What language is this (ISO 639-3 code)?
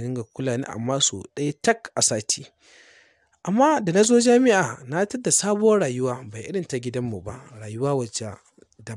hau